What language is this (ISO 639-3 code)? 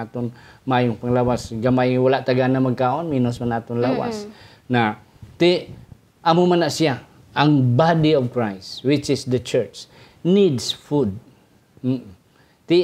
hil